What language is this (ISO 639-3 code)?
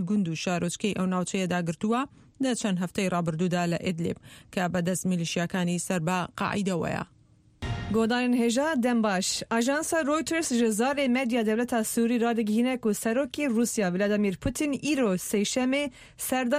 ckb